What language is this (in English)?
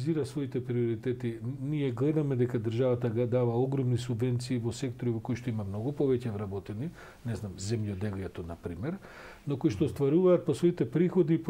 Macedonian